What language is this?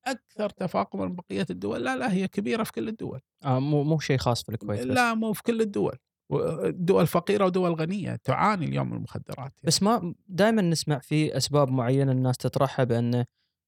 Gulf Arabic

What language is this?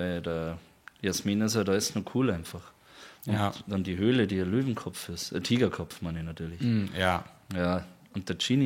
Bavarian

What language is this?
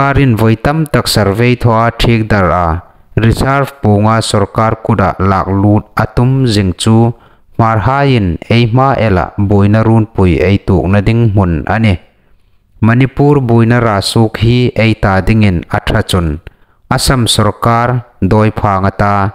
Hmar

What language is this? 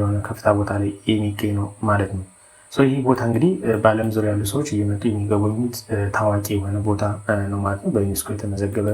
Amharic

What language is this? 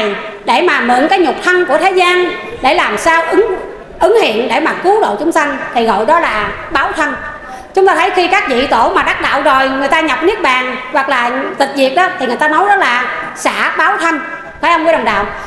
Vietnamese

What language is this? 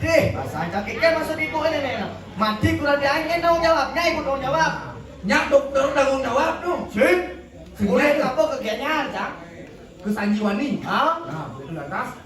Balinese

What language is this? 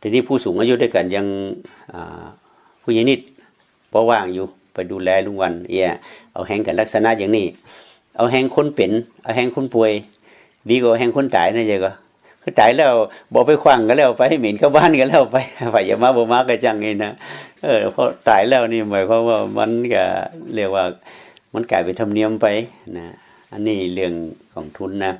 Lao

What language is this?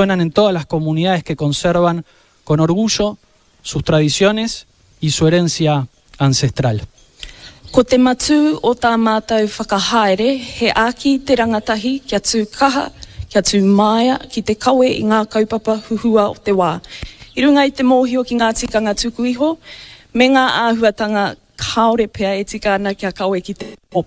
Māori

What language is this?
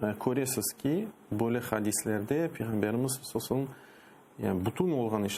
Crimean Tatar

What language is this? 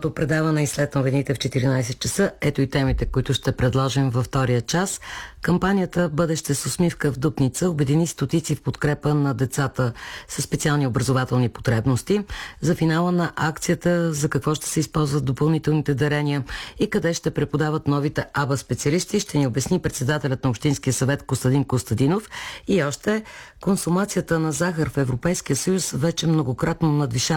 Bulgarian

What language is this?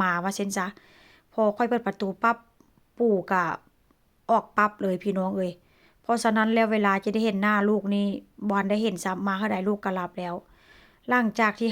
Northeastern Thai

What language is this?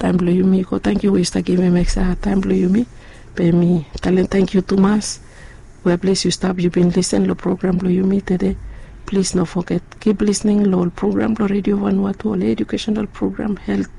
Bislama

